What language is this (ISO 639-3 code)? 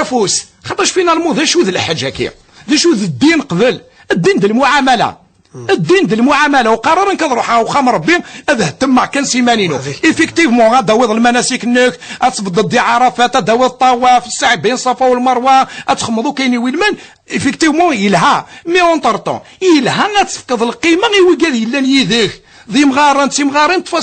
kab